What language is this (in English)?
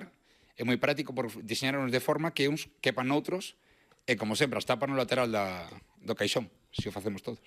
Galician